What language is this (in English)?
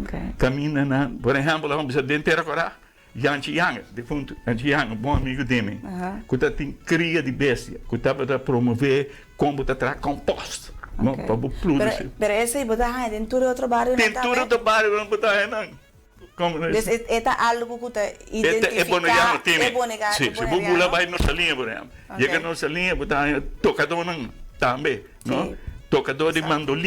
Papiamento